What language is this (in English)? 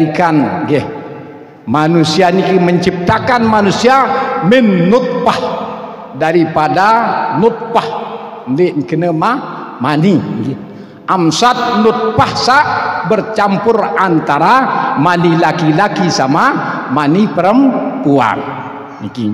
Sasak